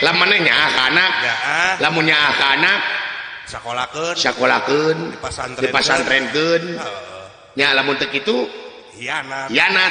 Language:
Sundanese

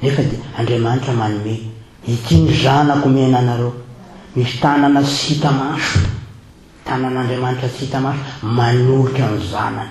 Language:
Malagasy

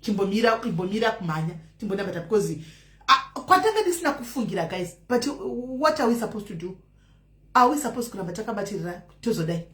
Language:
Shona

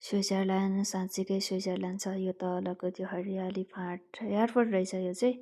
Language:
Nepali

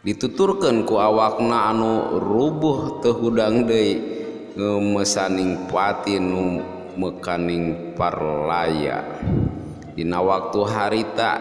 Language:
Sundanese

